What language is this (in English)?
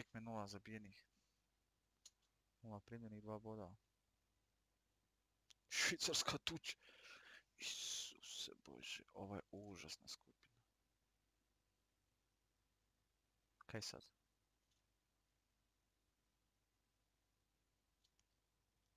Croatian